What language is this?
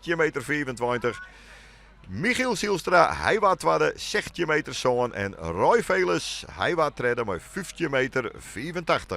Western Frisian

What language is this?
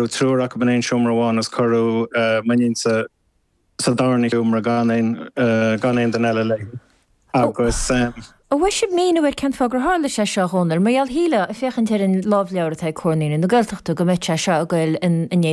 Irish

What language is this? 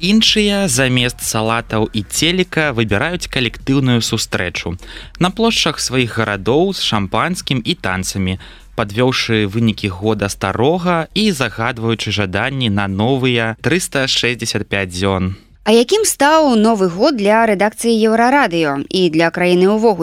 Belarusian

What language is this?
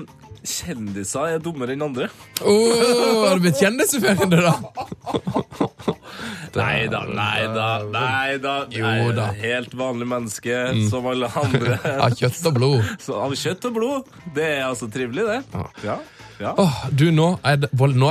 Norwegian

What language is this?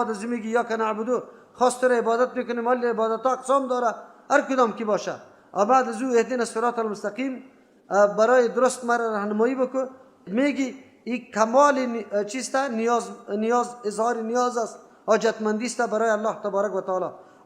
Persian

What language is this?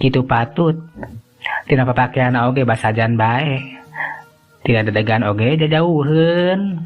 Sundanese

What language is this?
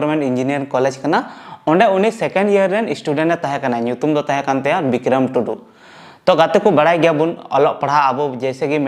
Santali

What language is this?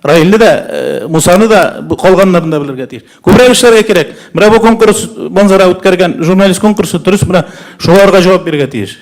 Tatar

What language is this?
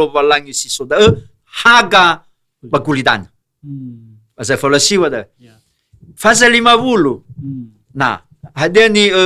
Nias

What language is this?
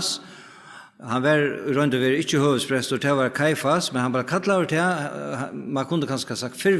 Faroese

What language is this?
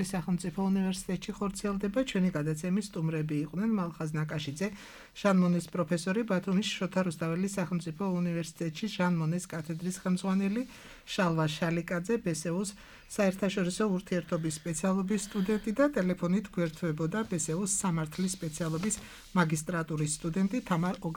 Georgian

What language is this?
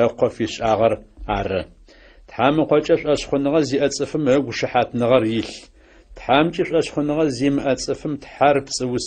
Adyghe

